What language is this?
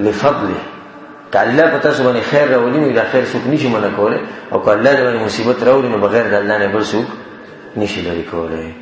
Pashto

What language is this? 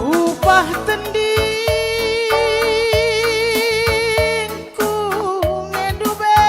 Batak Karo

